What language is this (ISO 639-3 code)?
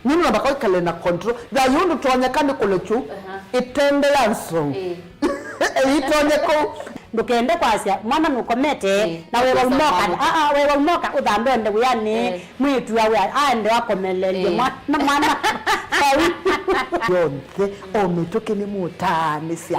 kam